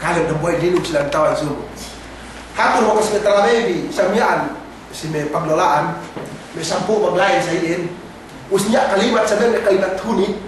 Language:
Yakan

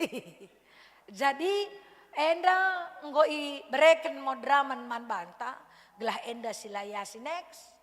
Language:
Batak Karo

